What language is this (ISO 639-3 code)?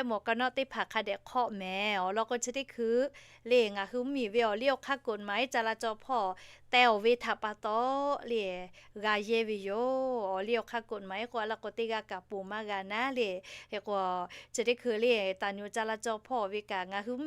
lhu